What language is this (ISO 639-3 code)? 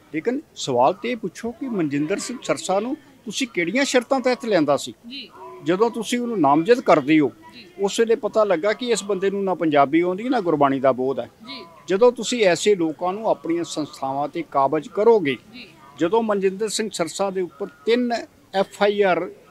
pan